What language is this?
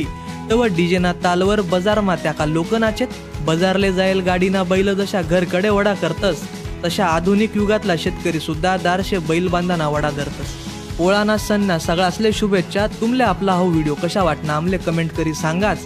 Khandesi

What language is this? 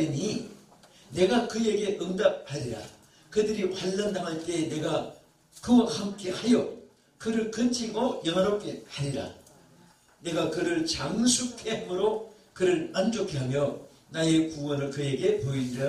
Korean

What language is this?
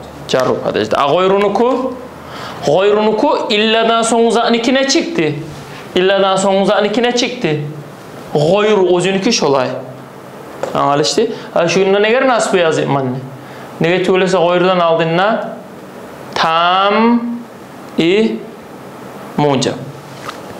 Turkish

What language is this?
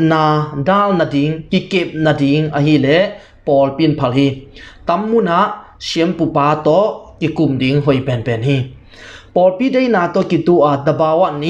Tedim Chin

